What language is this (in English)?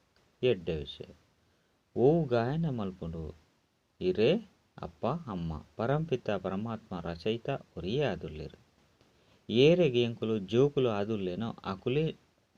Tulu